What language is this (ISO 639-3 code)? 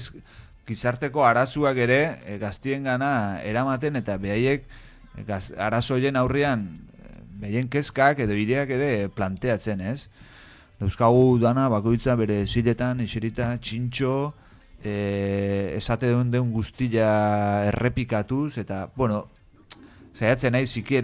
eus